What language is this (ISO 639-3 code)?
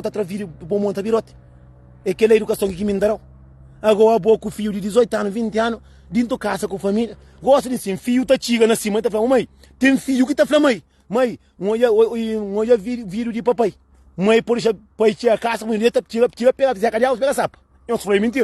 kea